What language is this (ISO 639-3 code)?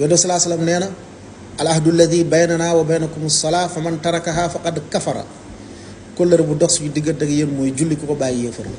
wol